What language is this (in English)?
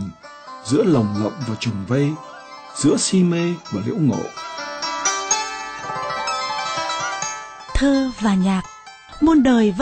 Vietnamese